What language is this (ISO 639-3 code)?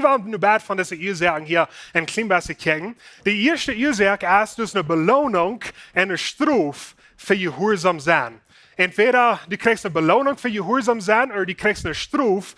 pdt